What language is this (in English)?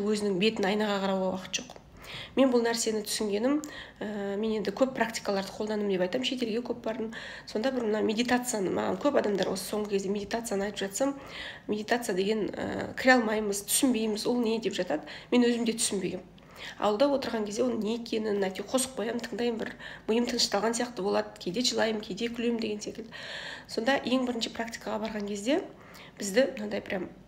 Kazakh